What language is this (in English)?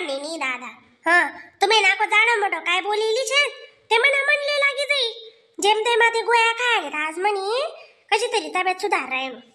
Khandesi